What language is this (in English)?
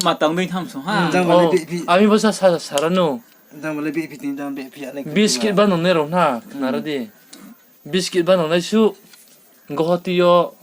Riang (India)